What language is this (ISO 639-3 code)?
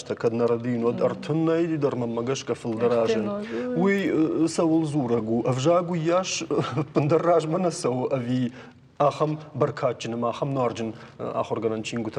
oss